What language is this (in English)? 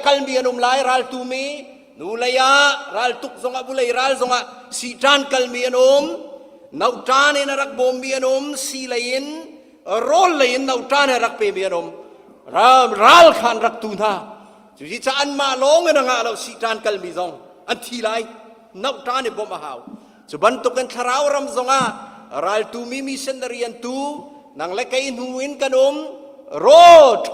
Hakha Chin